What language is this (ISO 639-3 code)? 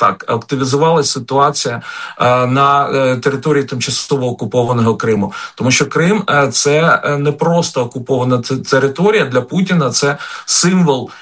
ukr